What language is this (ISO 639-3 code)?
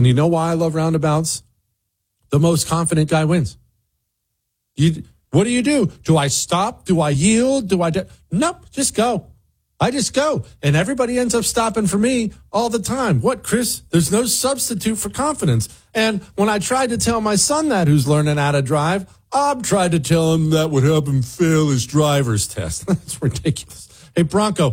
eng